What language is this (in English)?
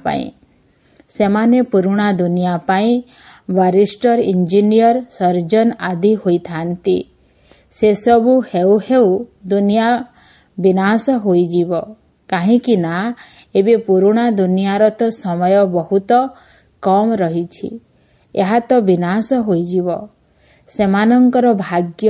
Odia